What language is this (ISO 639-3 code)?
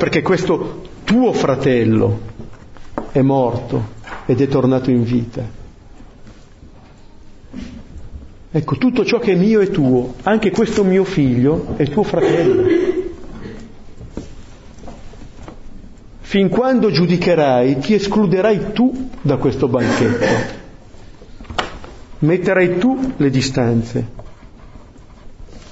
ita